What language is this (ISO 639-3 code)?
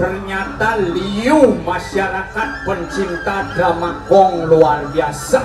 ban